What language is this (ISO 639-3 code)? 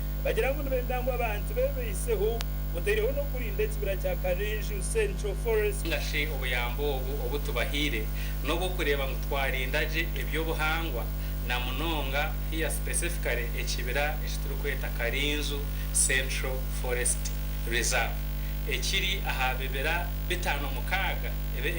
nyn